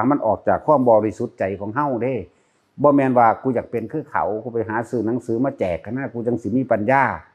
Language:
Northeastern Thai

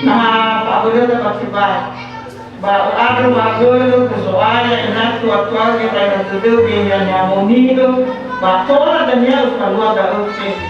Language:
Nias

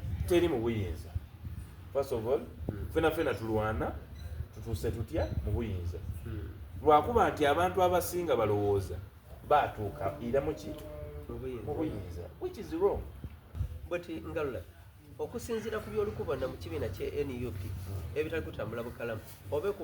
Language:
Soga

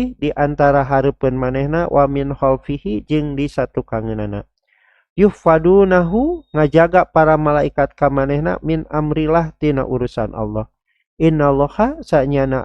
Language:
Sundanese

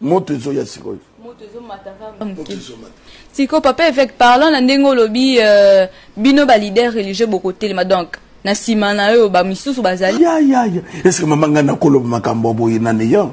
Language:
Lingala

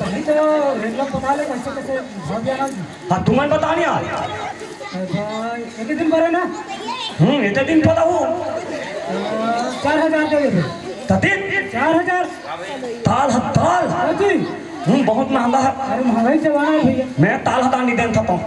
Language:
Chhattisgarhi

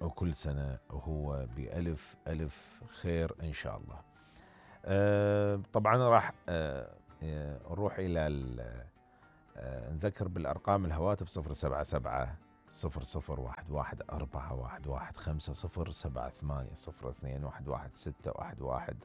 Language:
Mesopotamian Arabic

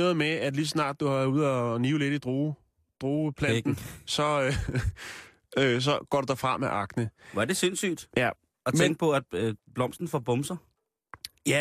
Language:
Danish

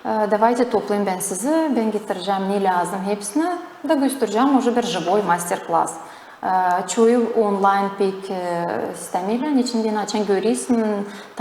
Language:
Gagauz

